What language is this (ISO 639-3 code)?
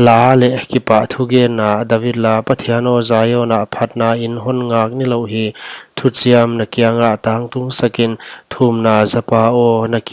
pck